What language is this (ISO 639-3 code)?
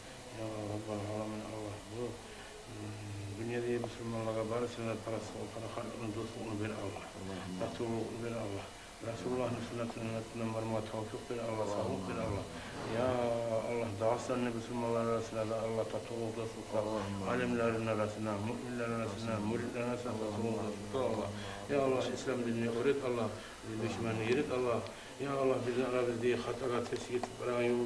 kum